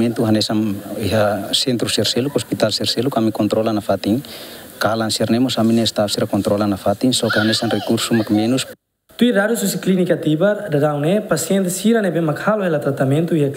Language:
Tetum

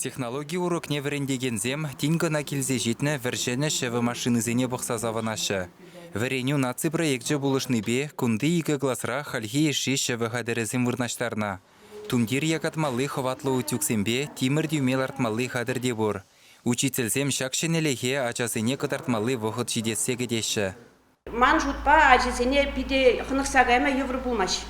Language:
Chuvash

